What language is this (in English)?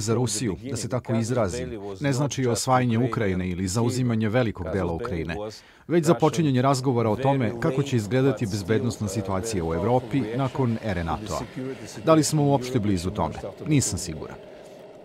Serbian